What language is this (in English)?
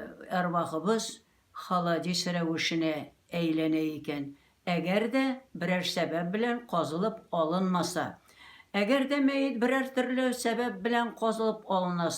Tatar